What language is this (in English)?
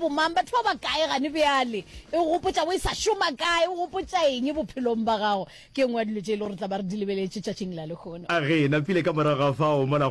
Northern Sotho